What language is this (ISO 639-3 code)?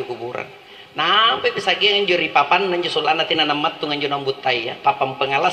mak